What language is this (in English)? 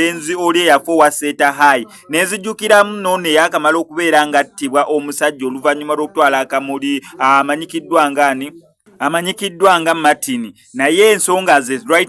Ganda